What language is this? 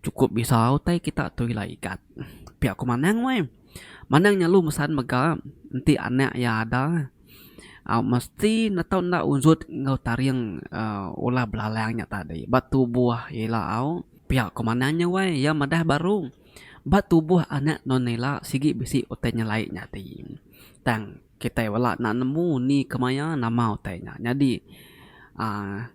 Iban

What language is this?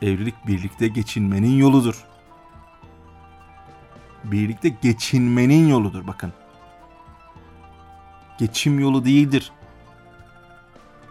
Turkish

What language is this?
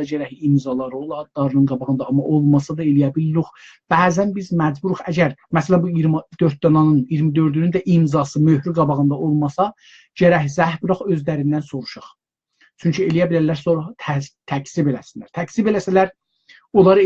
South Azerbaijani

